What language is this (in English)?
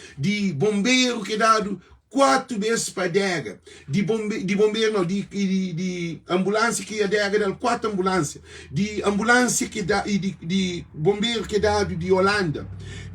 Kabuverdianu